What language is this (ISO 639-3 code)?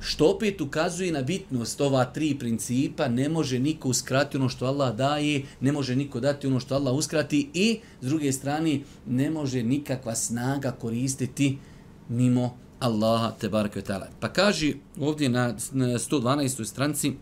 bos